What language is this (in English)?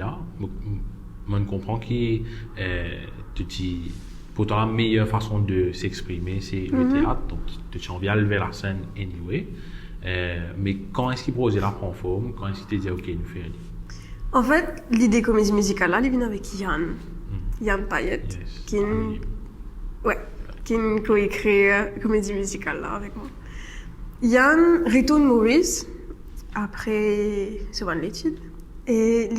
Morisyen